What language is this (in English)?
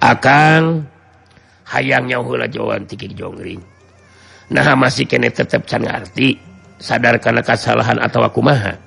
Sundanese